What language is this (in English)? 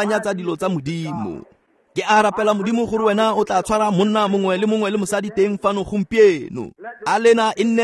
Tswana